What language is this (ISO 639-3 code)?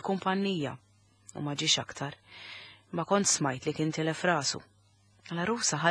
mlt